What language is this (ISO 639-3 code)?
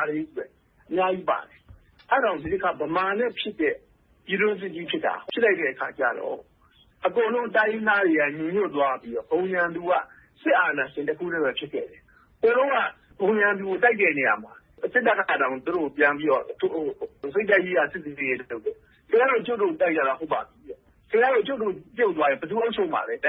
mya